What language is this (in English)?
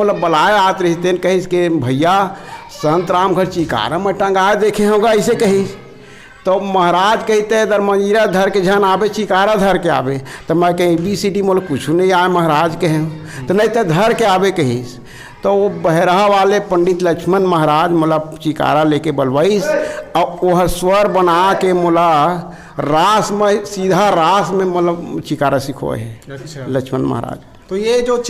Chhattisgarhi